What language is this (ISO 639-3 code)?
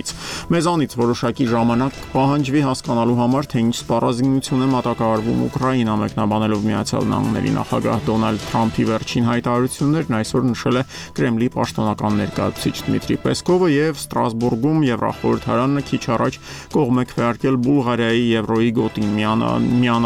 hye